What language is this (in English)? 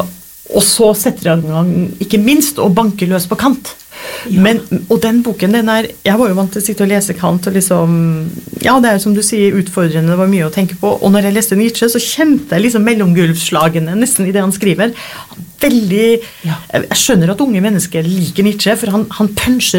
Norwegian